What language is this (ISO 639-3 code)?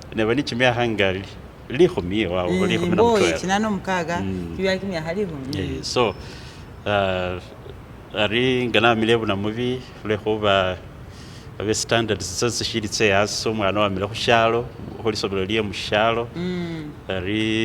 myx